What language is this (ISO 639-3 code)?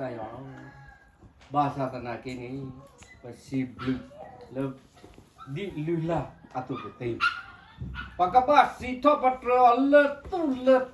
ksw